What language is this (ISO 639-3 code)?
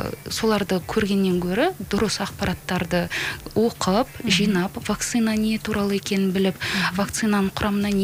kaz